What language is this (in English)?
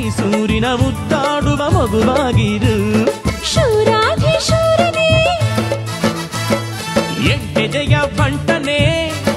Kannada